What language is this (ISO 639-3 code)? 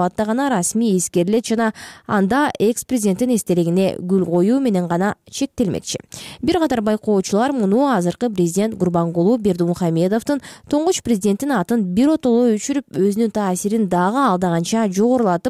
kir